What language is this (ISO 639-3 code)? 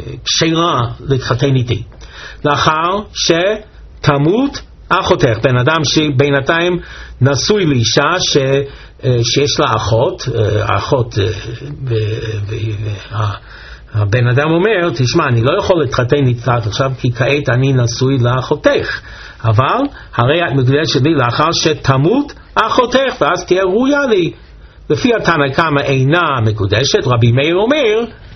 heb